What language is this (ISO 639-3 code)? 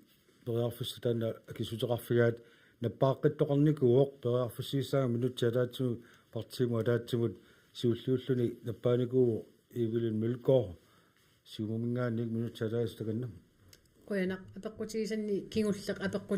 kal